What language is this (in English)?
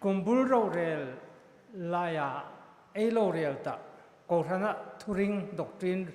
Hmar